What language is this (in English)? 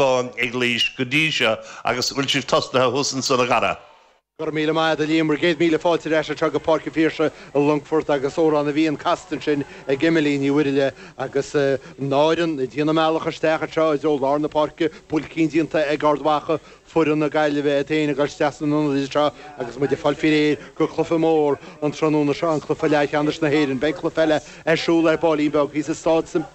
Irish